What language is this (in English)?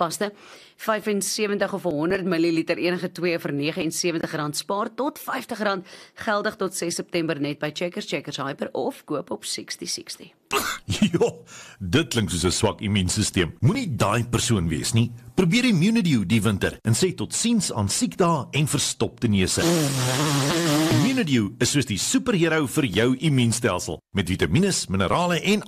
Afrikaans